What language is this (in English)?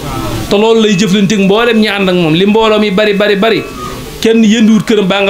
Wolof